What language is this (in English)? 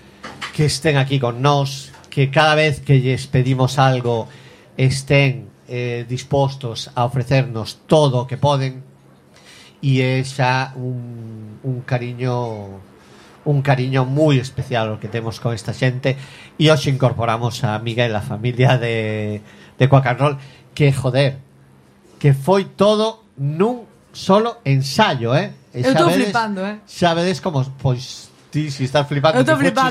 Galician